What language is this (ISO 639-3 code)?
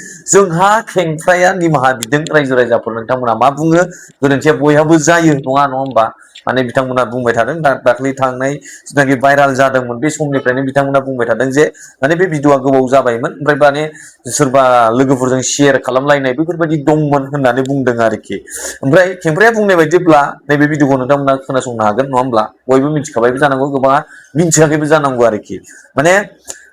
brx